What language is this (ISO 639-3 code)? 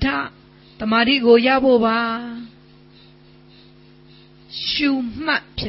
mya